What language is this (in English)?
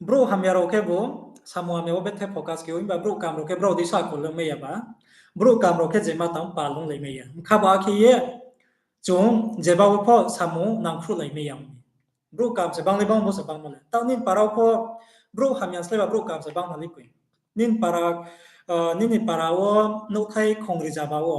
Riang (India)